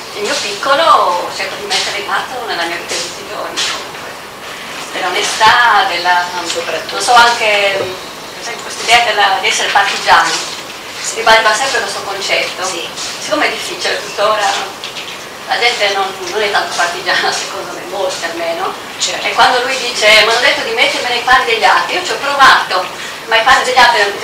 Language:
Italian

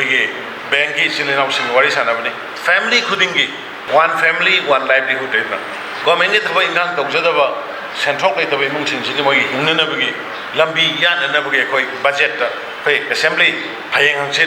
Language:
Manipuri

